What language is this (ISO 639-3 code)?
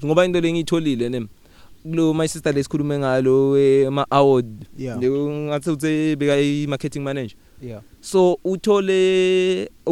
eng